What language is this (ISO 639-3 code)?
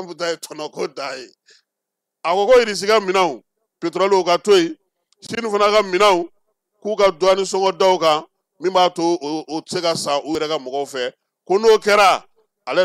bam